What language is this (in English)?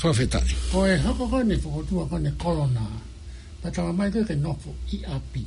Tongan